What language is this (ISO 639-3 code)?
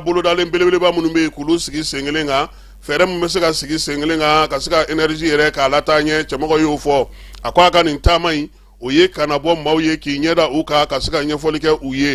bam